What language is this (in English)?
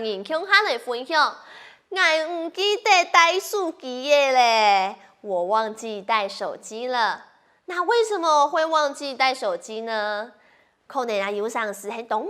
Hakka Chinese